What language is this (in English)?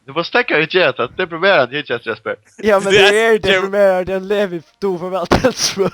Faroese